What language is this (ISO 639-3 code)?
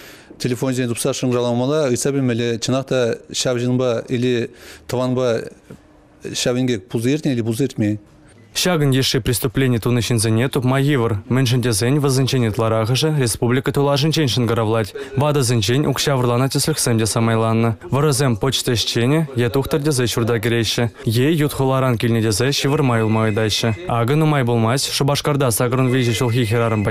chv